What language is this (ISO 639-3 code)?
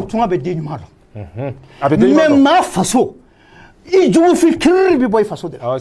bam